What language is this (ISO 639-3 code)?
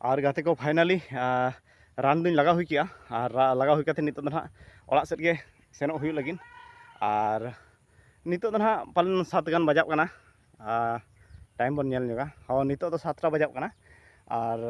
sat